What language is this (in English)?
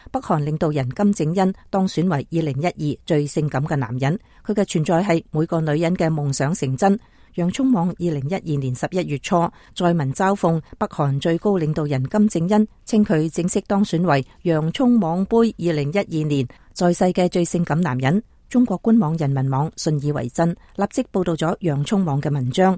Cantonese